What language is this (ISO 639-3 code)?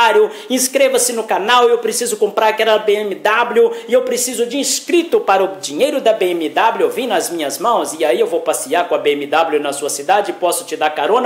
por